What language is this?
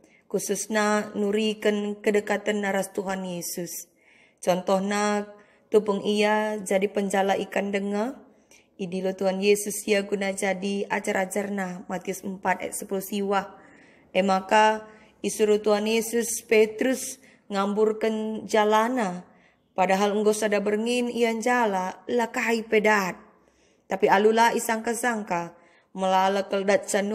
Batak Karo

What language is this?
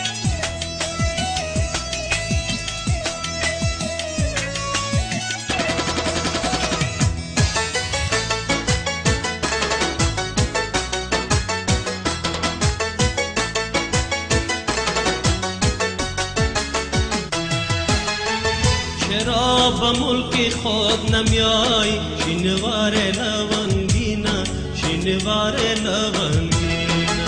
Persian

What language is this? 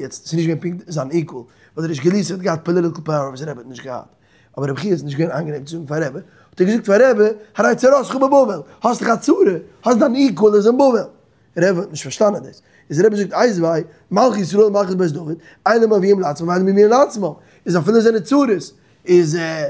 Yiddish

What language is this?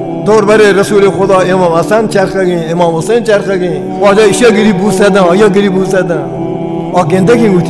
Baluchi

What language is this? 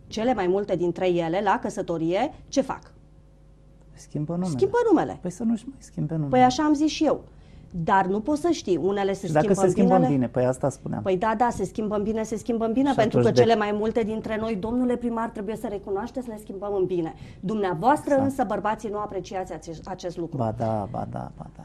Romanian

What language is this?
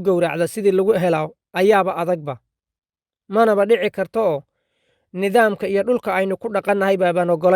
Somali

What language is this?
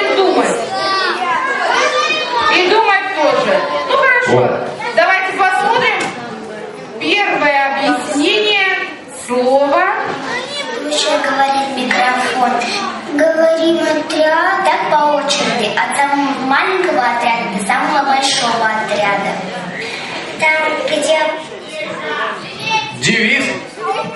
Russian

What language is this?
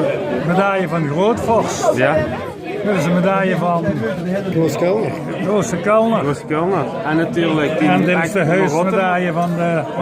Limburgish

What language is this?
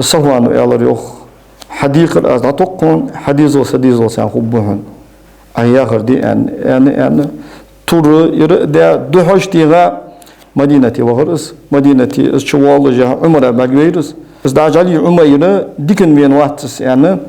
Ingush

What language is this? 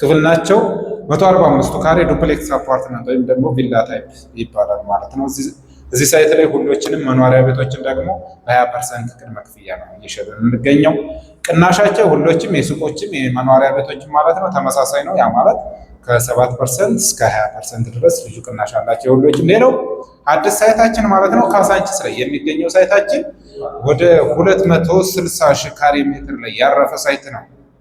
Amharic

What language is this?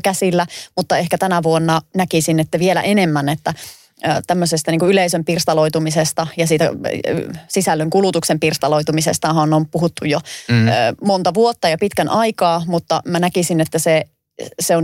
Finnish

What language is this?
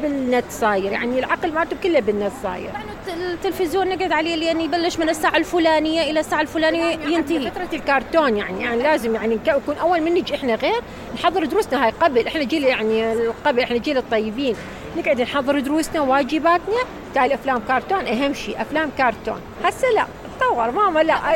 Mesopotamian Arabic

